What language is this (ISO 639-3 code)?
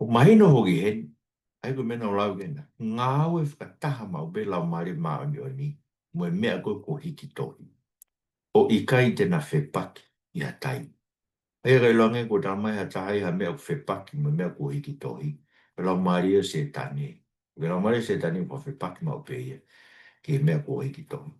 ton